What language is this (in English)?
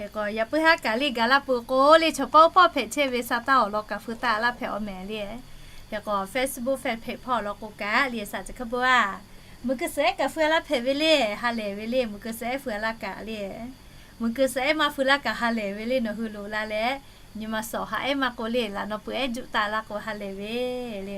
Lahu